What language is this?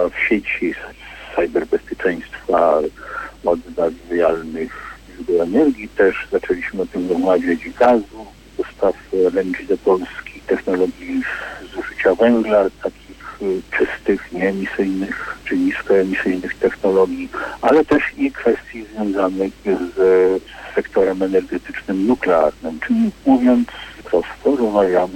Polish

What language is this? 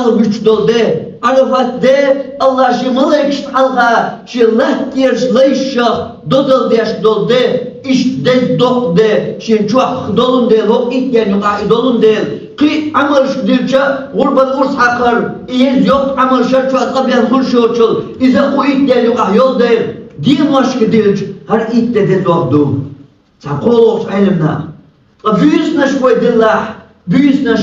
Chechen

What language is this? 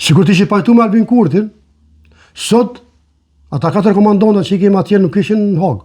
Albanian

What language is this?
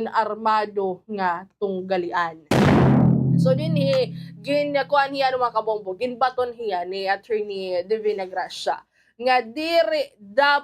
Waray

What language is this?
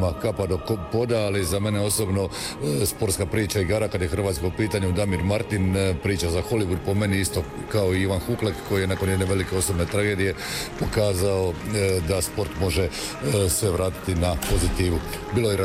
Croatian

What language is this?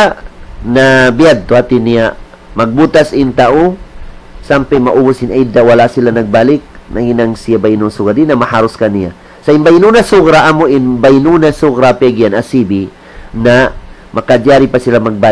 Tausug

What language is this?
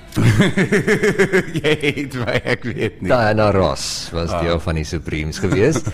Afrikaans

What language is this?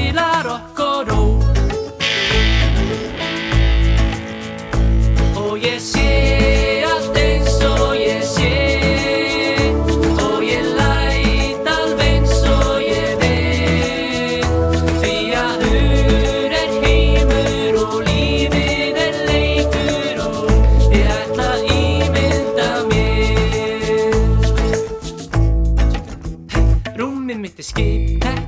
Icelandic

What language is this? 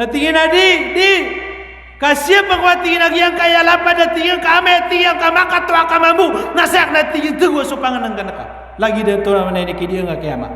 Maranao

